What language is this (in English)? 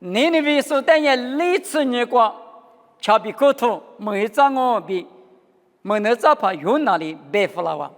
Lisu